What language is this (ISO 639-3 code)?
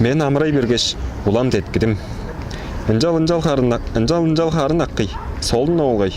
tyv